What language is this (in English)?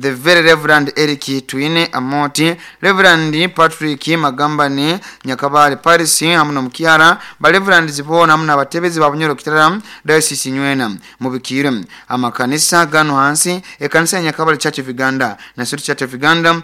Nyoro